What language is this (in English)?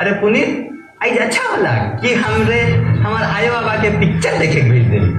Sadri